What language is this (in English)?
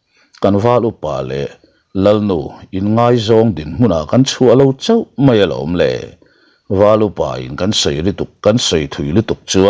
Mizo